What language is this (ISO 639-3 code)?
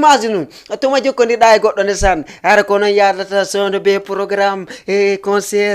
ful